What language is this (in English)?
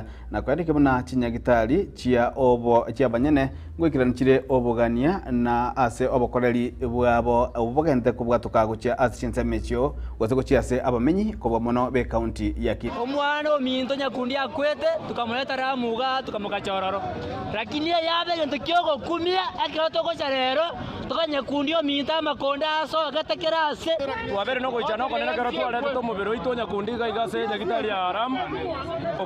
Gusii